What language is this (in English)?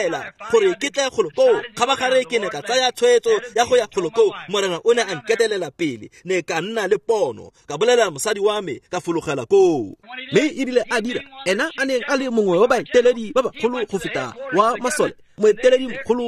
Tswana